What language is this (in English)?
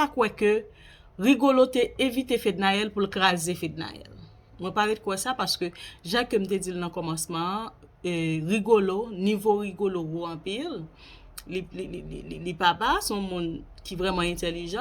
Haitian Creole